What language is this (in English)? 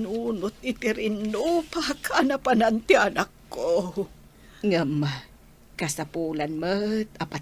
Iloko